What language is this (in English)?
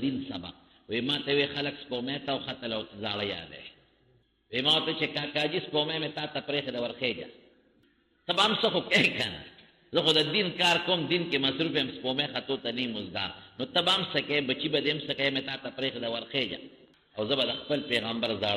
Pashto